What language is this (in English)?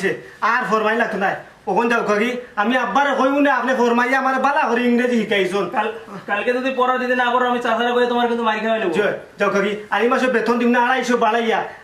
Sylheti